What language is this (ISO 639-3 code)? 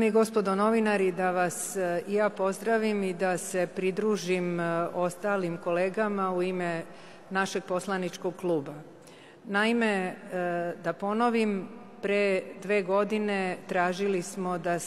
srp